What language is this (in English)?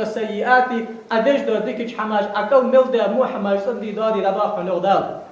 Ingush